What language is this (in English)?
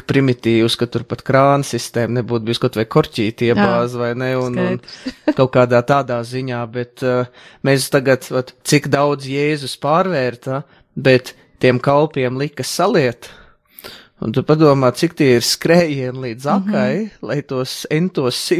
Latvian